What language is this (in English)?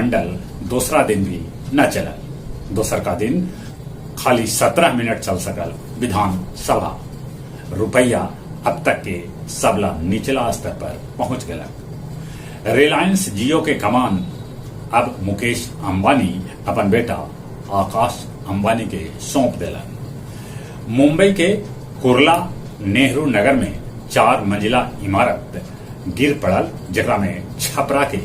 Magahi